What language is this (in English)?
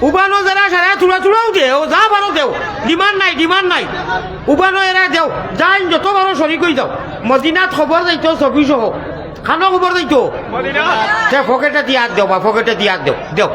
Sylheti